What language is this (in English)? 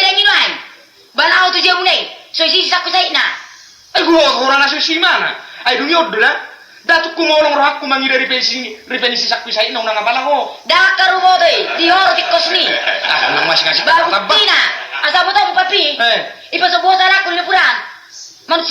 Batak Toba